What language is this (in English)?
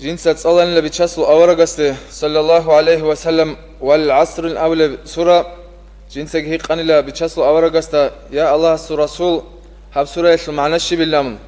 Avaric